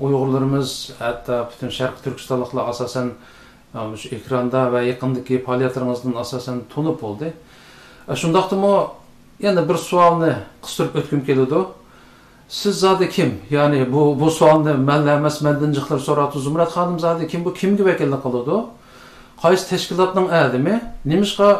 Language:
Uyghur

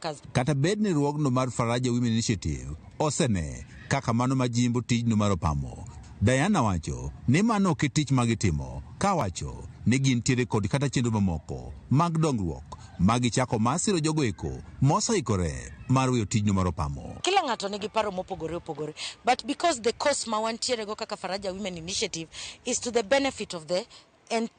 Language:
Luo (Kenya and Tanzania)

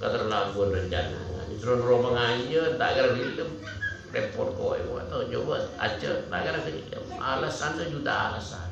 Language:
Madurese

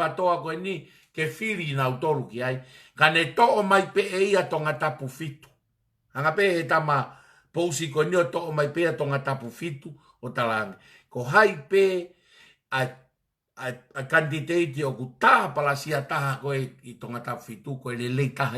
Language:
Tongan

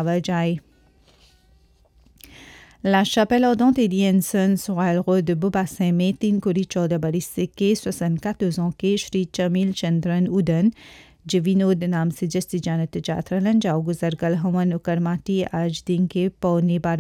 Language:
Bhojpuri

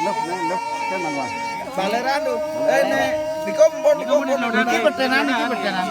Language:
Balinese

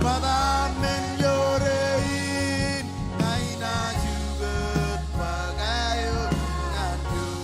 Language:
Marshallese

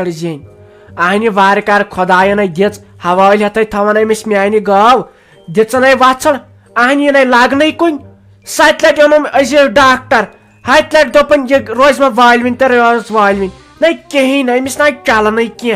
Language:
Kashmiri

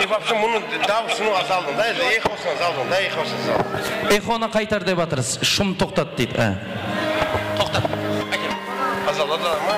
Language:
Kara-Kalpak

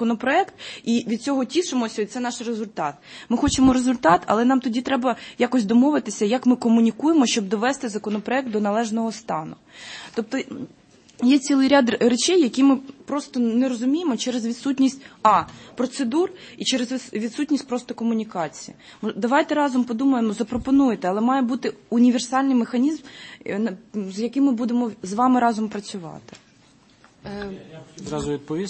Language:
Ukrainian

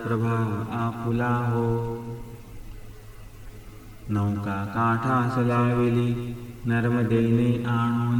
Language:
Marathi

